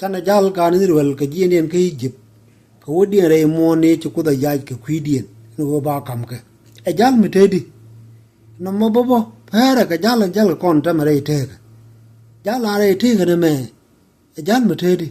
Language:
Nuer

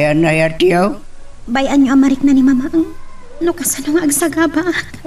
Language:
Iloko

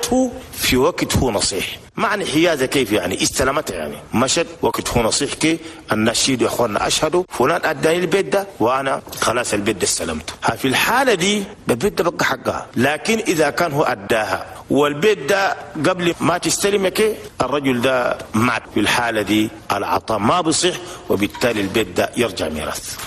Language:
Chadian Arabic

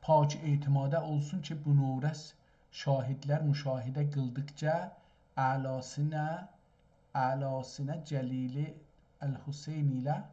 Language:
South Azerbaijani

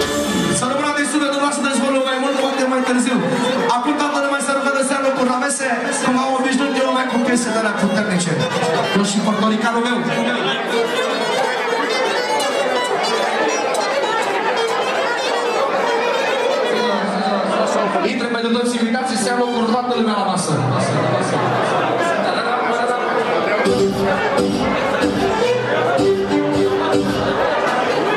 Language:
Romanian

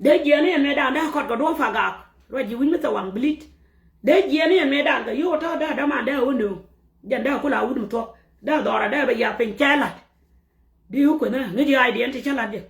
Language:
Nuer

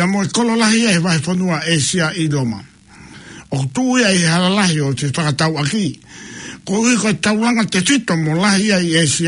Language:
Tongan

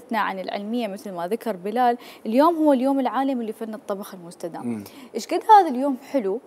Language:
Mesopotamian Arabic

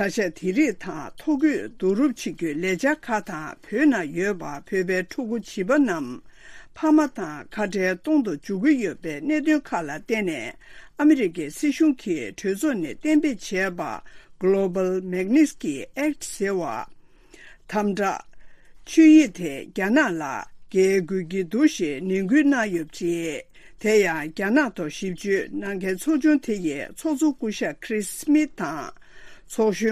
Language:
Tibetan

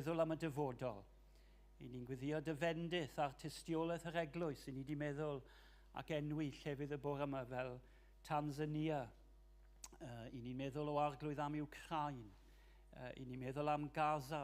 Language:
Welsh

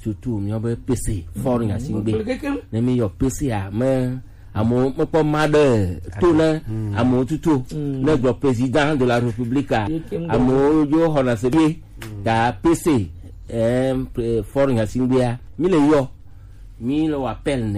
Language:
Gen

